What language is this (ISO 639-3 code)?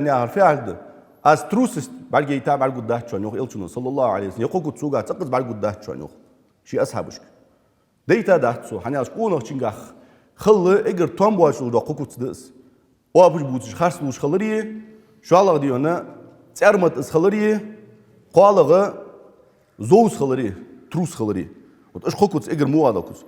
inh